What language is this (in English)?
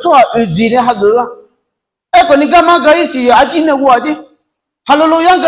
Akha